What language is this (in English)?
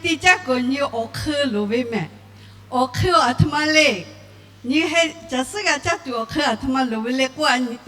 Lahu